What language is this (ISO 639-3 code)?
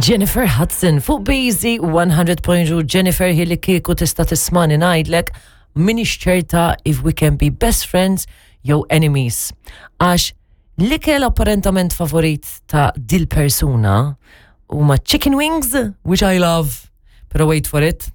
mlt